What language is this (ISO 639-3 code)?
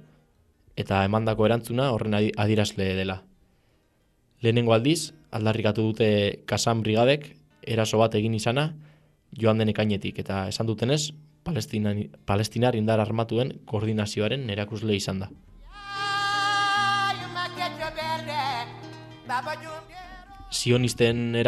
eus